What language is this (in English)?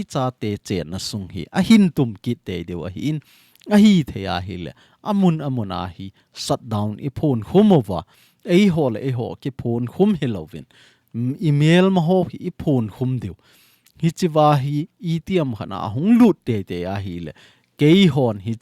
Thado Chin